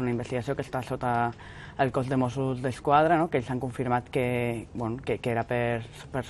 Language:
Catalan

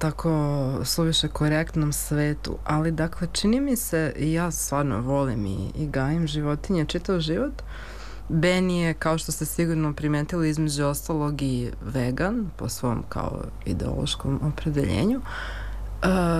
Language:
Serbian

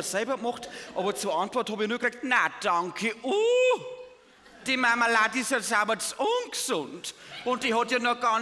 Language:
Bavarian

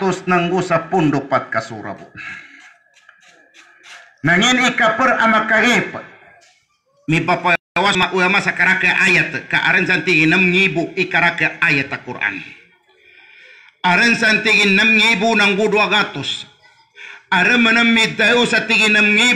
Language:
Maranao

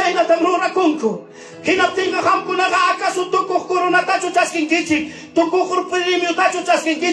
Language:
Ayacucho Quechua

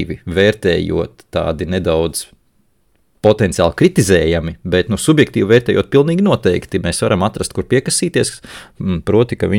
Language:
Latvian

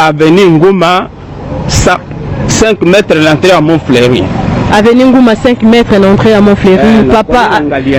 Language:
Lingala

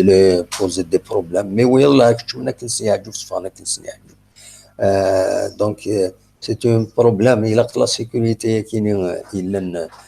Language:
Kabyle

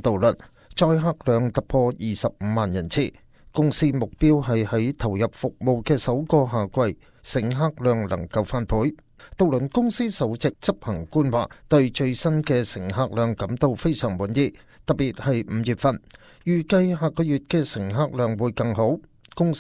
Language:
Cantonese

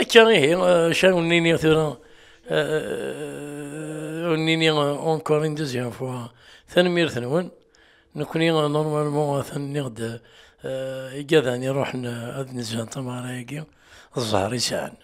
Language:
Kabyle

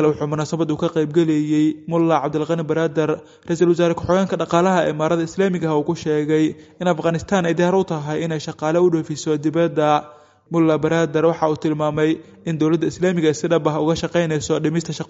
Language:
Somali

